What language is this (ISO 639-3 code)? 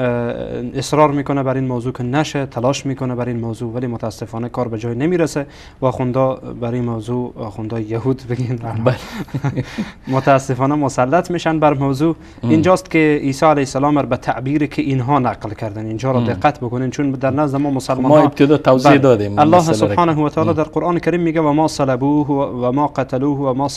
fas